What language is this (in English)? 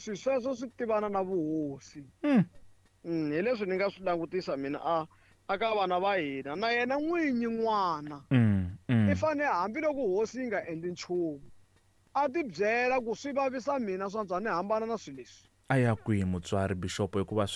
Tsonga